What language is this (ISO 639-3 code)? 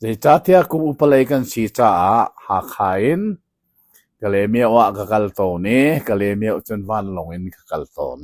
cnh